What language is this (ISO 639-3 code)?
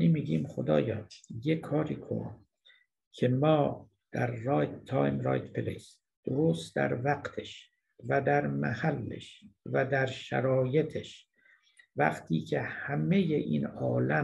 fas